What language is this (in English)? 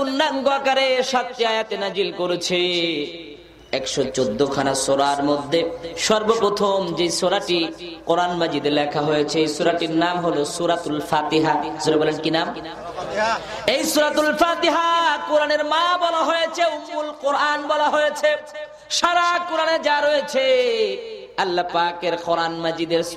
Bangla